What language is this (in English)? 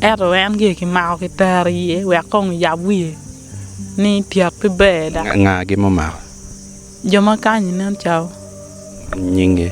Acoli